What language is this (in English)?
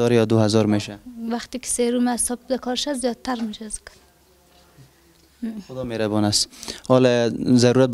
Persian